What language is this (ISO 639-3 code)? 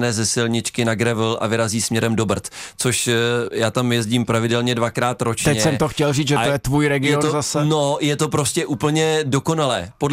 ces